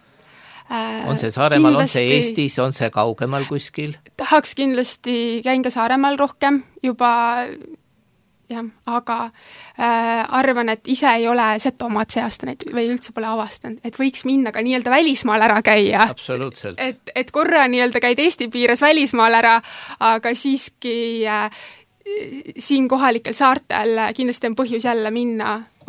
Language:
Estonian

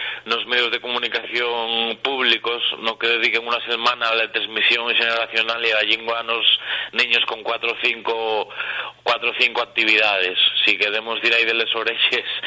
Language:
Asturian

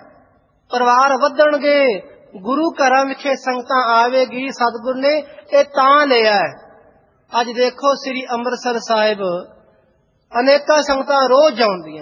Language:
Punjabi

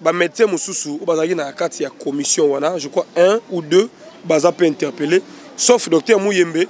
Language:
Lingala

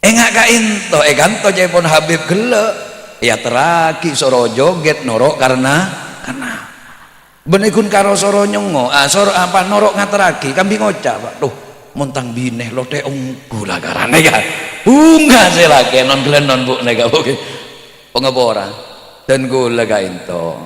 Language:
Madurese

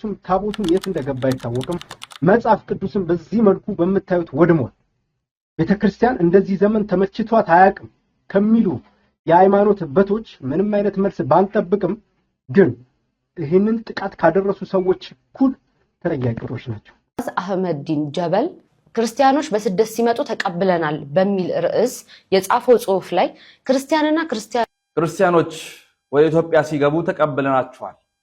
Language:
Amharic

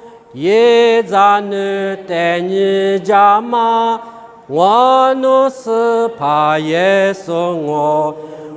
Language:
Lisu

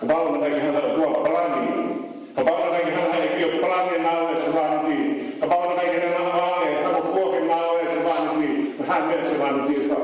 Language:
Tongan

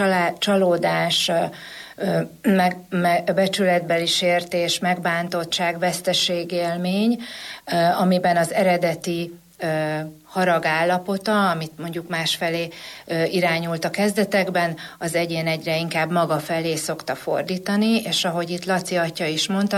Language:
Hungarian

